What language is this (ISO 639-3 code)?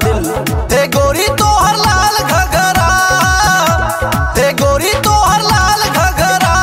bho